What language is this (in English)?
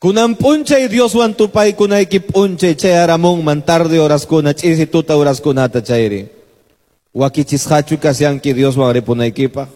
Quechua